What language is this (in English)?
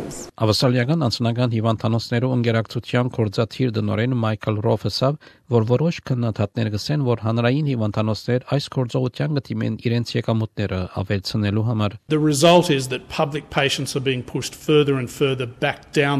Armenian